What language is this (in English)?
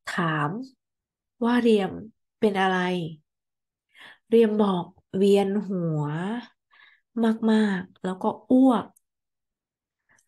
Thai